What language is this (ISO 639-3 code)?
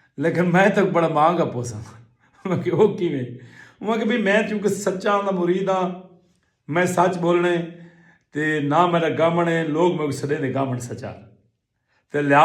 skr